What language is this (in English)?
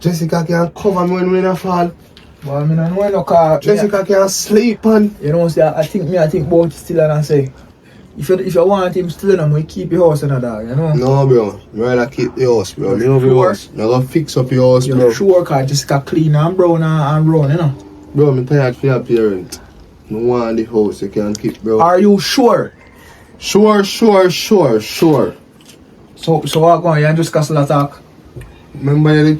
Jamaican Creole English